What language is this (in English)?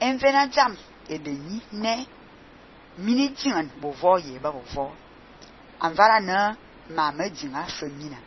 Fang